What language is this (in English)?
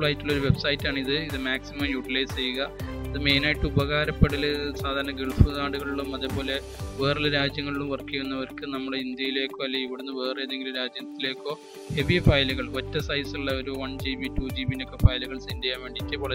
Malayalam